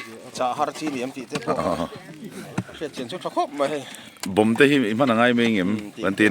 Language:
Mizo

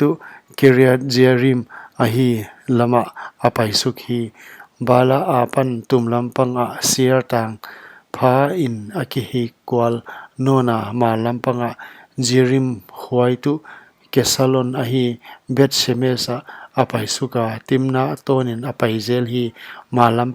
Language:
Paite Chin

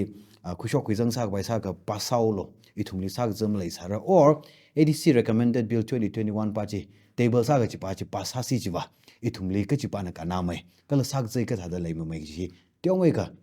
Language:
Tangkhul Naga (India)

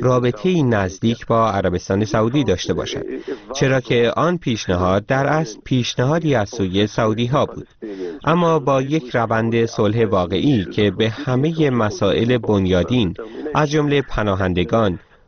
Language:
Persian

